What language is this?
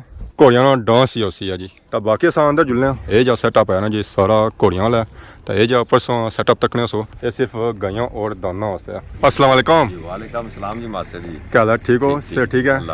Pahari-Potwari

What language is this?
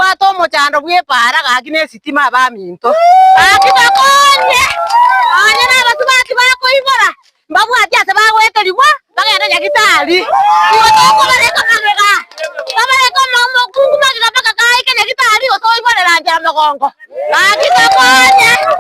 Gusii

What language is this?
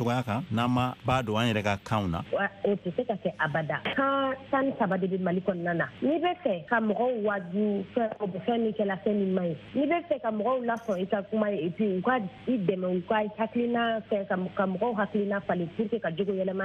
Bambara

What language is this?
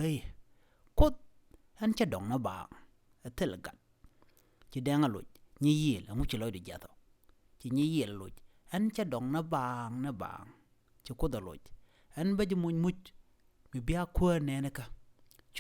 Nuer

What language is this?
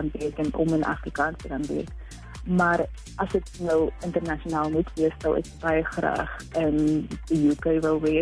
Afrikaans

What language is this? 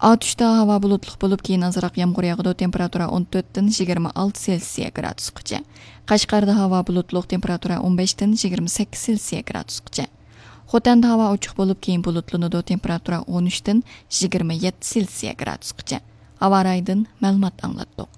Uyghur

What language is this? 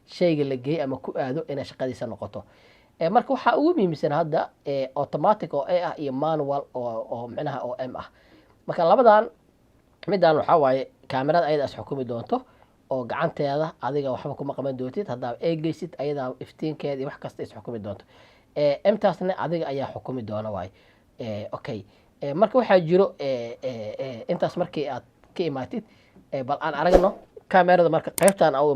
Somali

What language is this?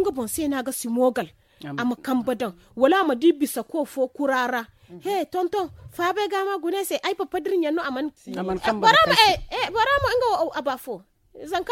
Zarma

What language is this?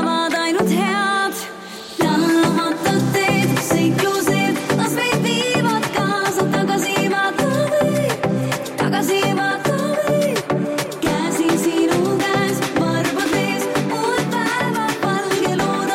Estonian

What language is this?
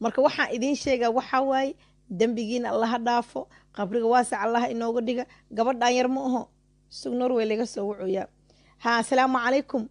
Somali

